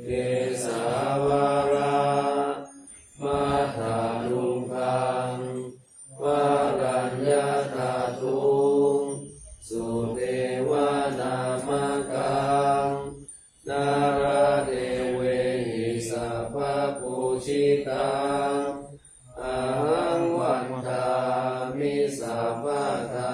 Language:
Pali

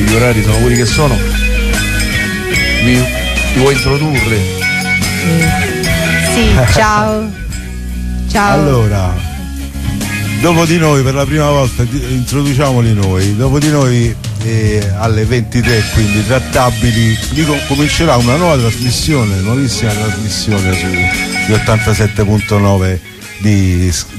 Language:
Italian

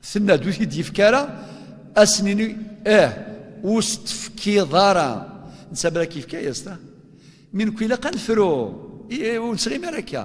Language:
Kabyle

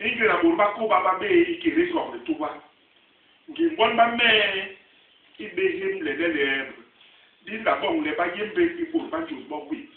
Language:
Basaa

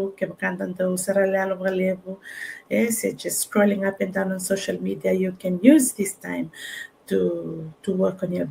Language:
Fijian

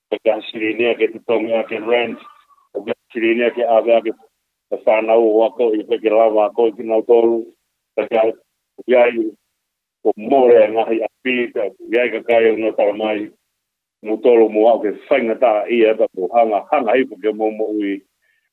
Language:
Tongan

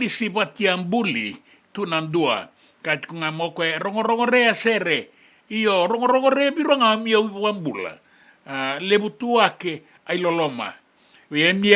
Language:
Fijian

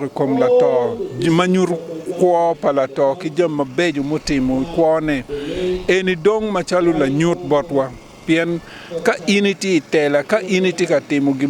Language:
Acoli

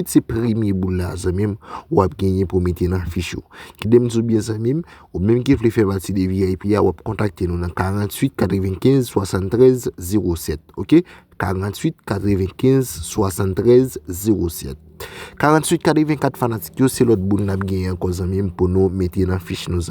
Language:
Haitian Creole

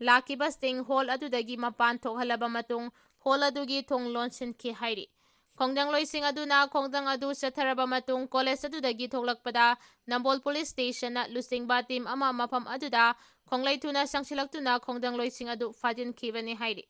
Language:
Manipuri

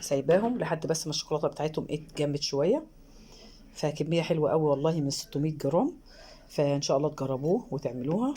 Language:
Egyptian Arabic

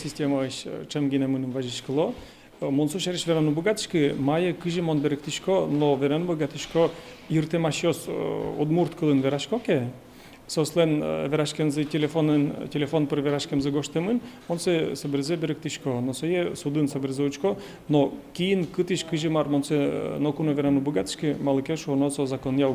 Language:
Udmurt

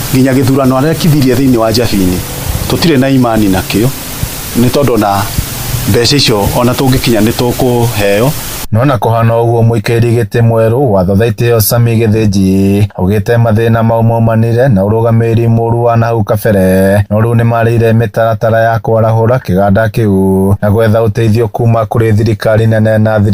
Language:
Kikuyu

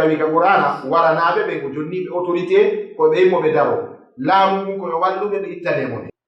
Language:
Fula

